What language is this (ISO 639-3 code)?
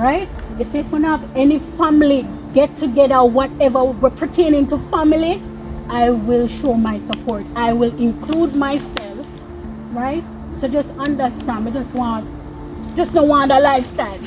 jam